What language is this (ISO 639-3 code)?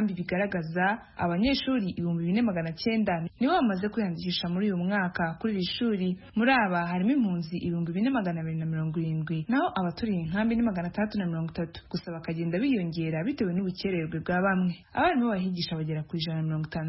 kin